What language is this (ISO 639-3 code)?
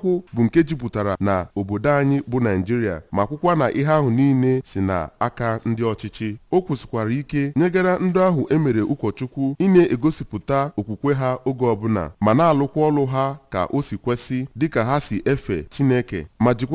ibo